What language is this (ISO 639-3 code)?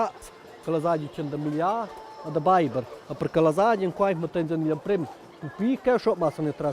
roh